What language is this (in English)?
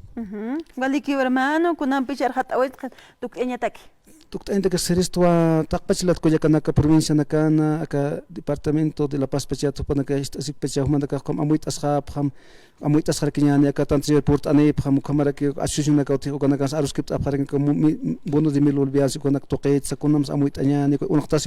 Aymara